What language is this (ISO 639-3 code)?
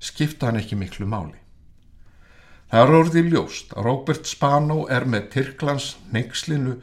isl